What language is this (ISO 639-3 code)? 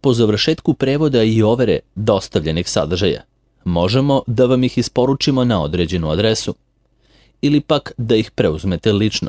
srp